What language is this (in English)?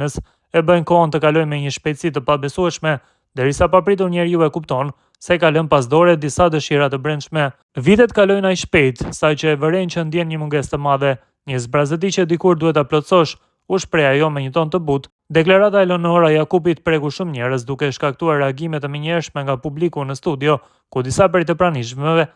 Albanian